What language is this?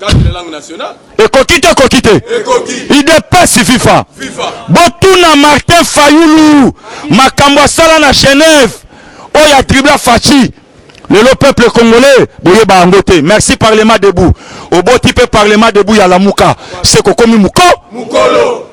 Lingala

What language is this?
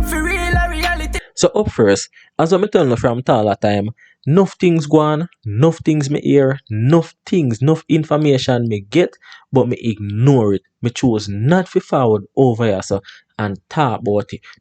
Jamaican Creole English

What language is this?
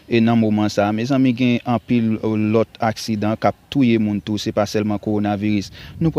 Haitian Creole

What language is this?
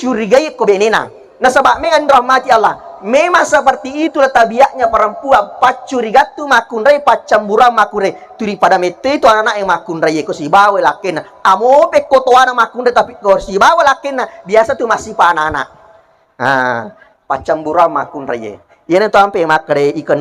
Buginese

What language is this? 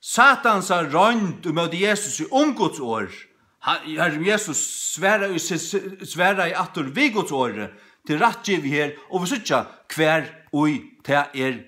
Faroese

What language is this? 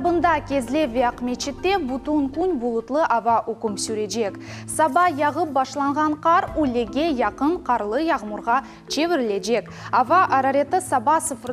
Crimean Tatar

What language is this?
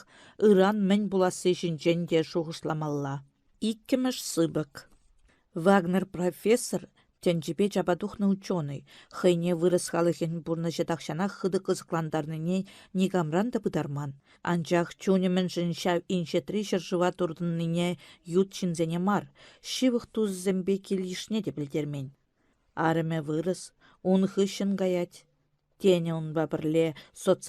Chuvash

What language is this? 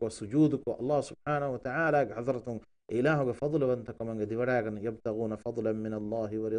Divehi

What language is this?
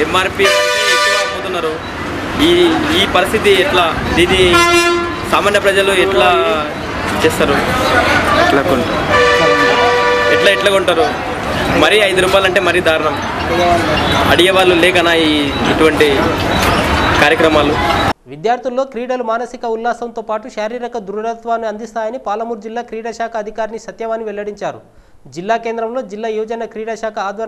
Telugu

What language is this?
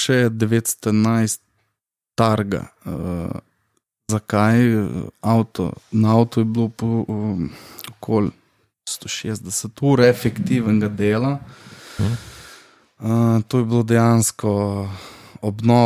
Slovenian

